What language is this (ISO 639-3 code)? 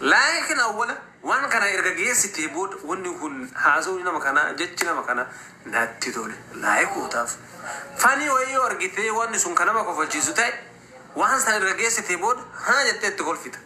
orm